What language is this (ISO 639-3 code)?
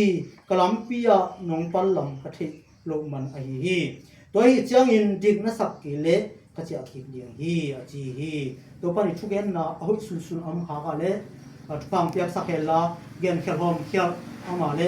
ctd